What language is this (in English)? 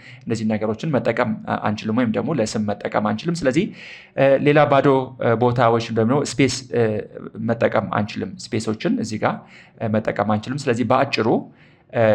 Amharic